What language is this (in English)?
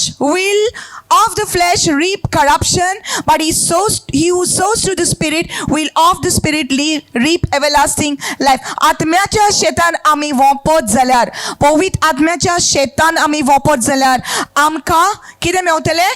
Konkani